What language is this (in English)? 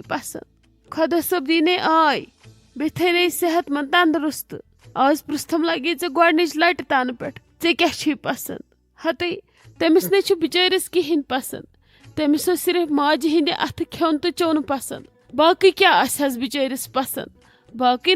Kashmiri